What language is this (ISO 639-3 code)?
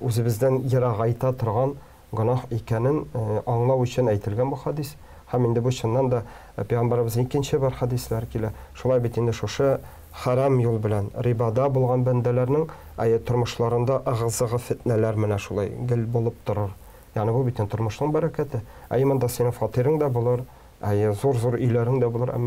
tat